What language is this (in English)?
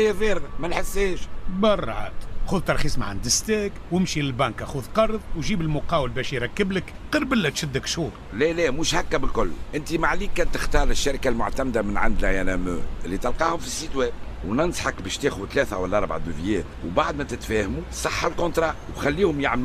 Tunisian Arabic